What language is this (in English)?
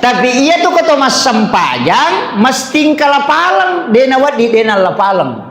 Buginese